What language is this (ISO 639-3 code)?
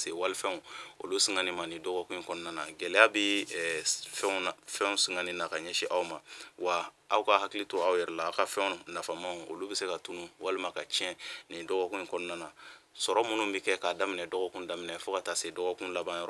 bam